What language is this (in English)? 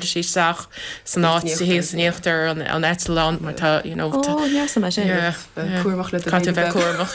Irish